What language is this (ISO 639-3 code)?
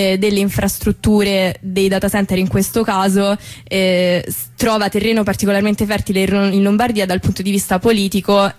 ita